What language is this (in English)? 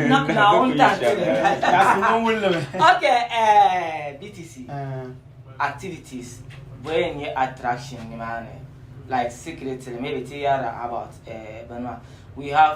Dagbani